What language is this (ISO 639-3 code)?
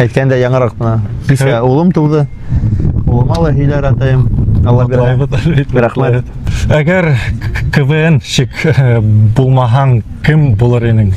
bak